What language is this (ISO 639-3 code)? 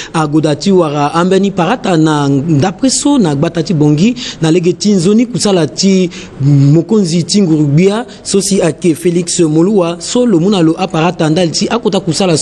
sag